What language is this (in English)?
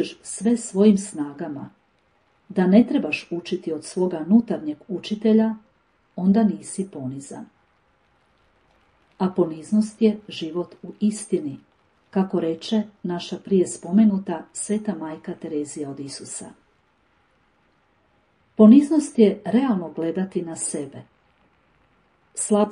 Croatian